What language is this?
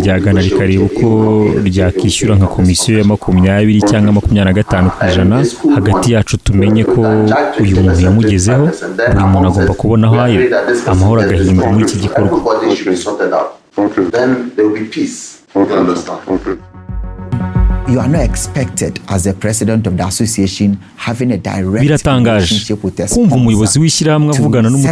Kinyarwanda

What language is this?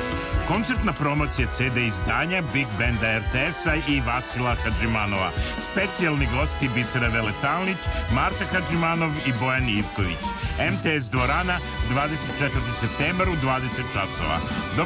Serbian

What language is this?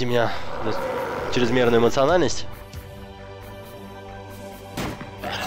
Russian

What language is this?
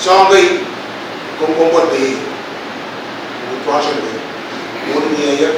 Pohnpeian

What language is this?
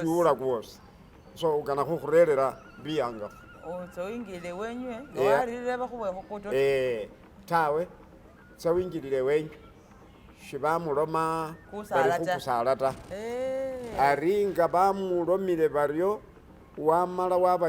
Masaaba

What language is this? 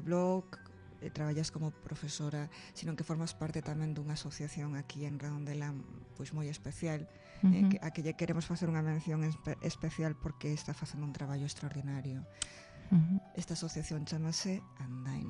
Galician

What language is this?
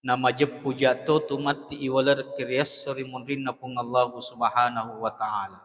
Buginese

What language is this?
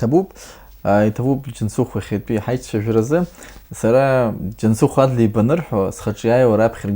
Abkhazian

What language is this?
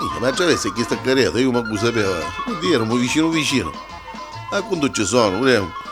Neapolitan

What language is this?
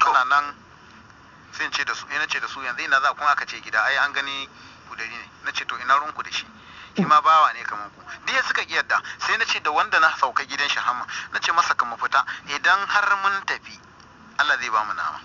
Hausa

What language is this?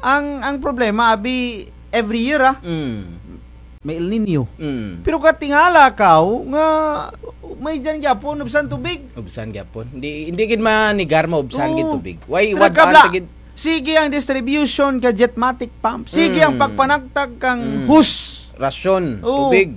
Kinaray-a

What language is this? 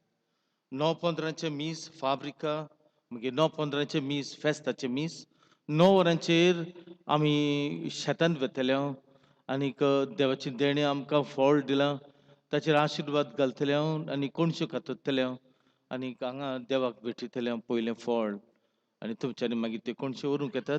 Konkani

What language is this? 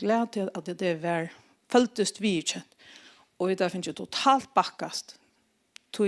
Faroese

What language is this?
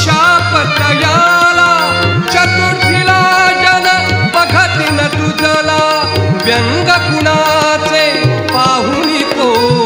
Marathi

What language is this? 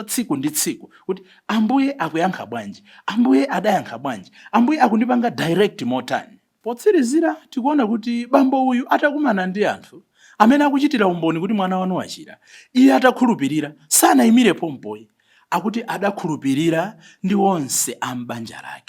Nyanja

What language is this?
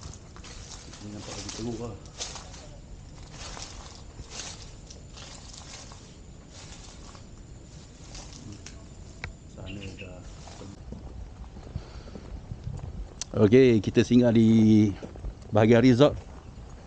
Malay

